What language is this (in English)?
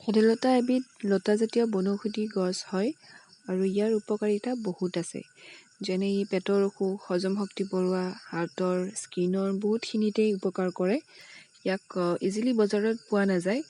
Assamese